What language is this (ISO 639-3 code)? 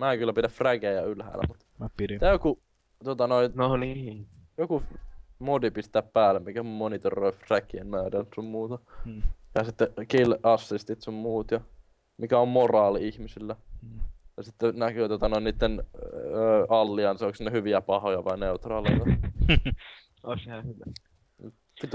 fin